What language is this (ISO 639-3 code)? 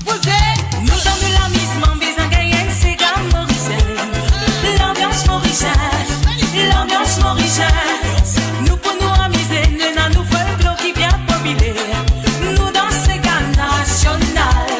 mfe